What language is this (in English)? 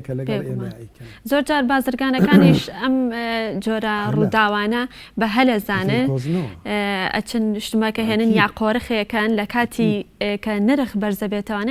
Central Kurdish